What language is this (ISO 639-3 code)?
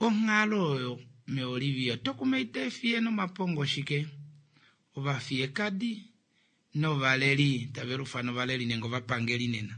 kua